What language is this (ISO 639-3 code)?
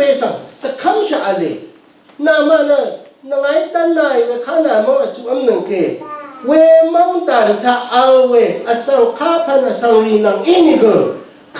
raw